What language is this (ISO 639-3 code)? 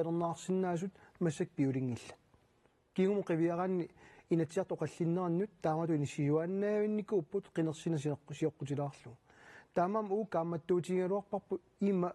kal